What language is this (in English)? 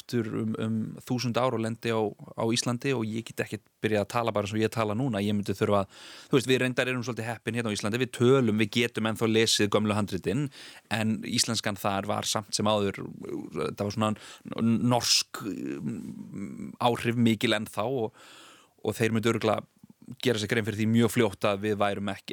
Icelandic